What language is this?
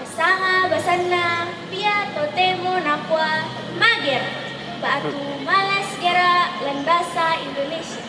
Toraja-Sa'dan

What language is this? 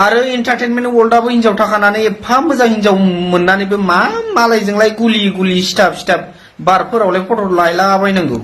Bodo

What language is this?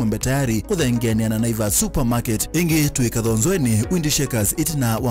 Kamba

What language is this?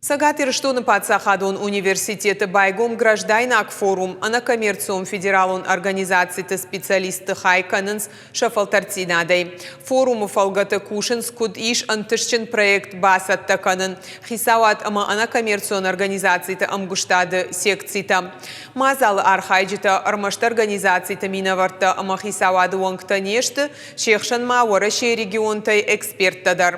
Ossetic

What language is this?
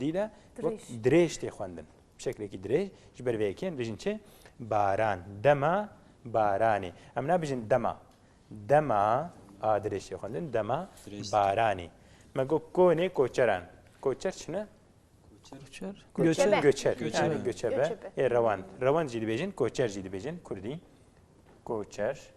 Kurdish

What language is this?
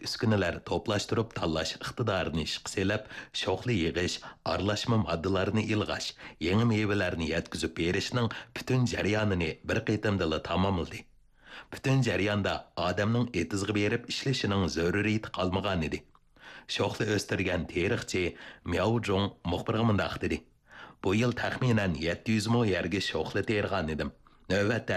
Uyghur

